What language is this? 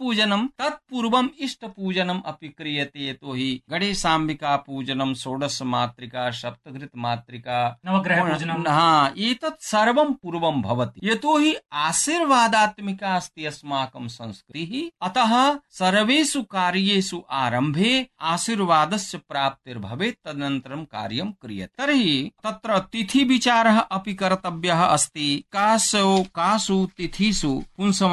Sanskrit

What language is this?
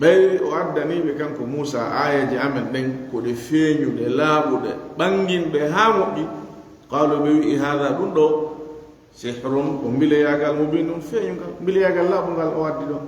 Fula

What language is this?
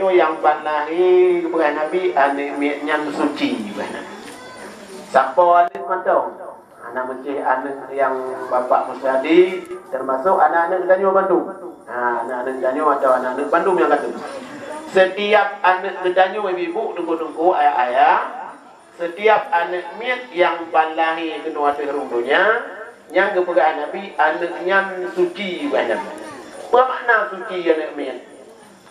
Achinese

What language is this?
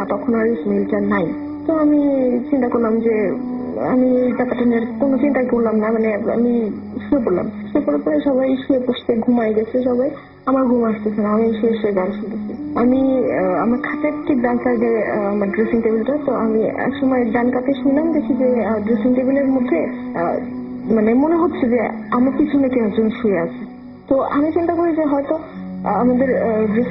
Bangla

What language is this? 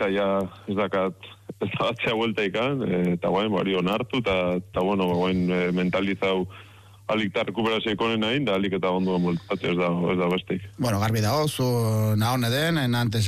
Basque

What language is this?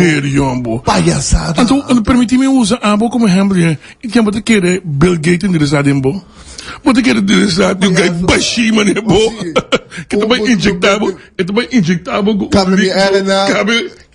Papiamento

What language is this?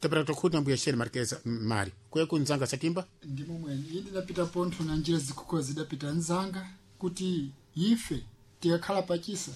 Sena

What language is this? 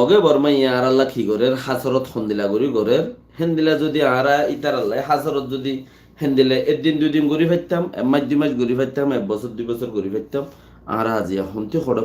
Rohingya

